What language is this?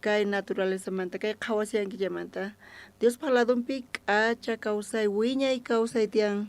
South Bolivian Quechua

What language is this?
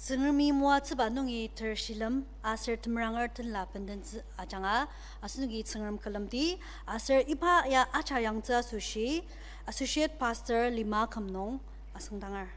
Ao Naga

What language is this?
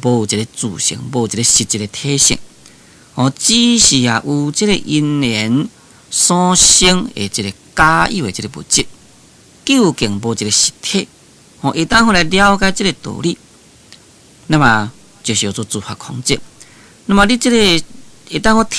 Min Nan Chinese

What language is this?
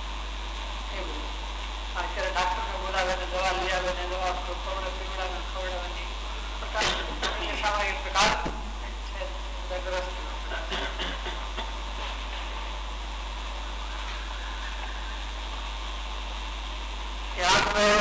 Gujarati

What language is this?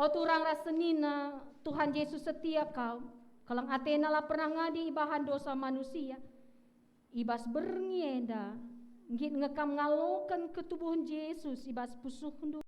Batak Karo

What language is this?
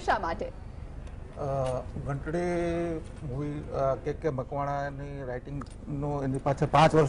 Gujarati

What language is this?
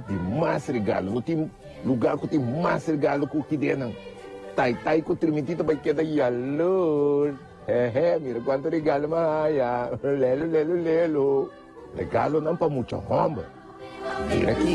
Papiamento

